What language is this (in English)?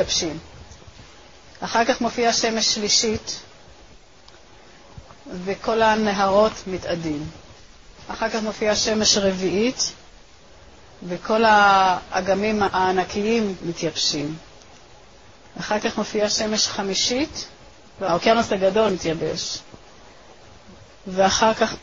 Hebrew